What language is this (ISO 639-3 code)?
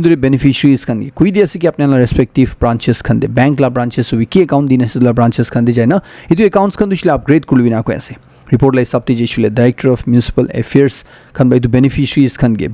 nag